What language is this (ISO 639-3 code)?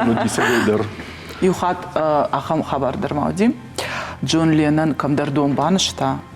oss